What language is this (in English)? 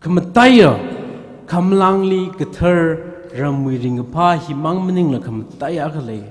Tangkhul Naga (India)